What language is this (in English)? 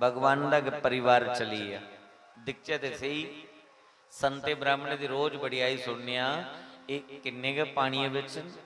Dogri